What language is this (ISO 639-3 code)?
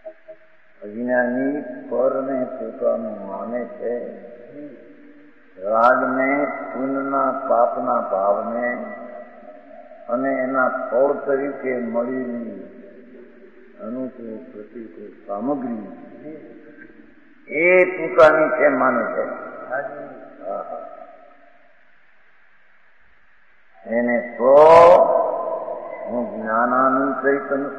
guj